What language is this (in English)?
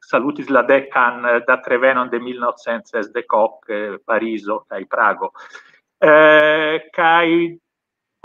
Esperanto